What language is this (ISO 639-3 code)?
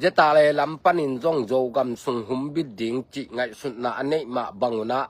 ctd